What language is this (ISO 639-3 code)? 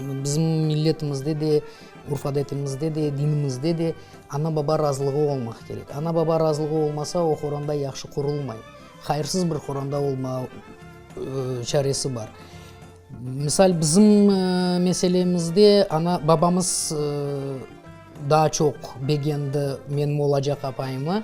crh